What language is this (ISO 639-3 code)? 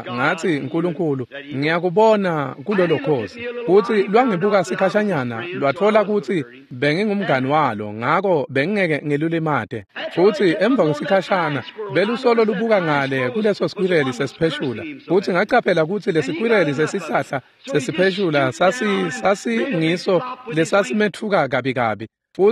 ssw